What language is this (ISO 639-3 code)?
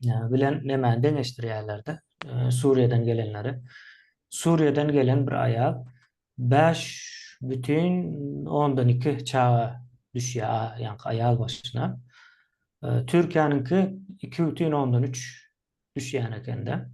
tuk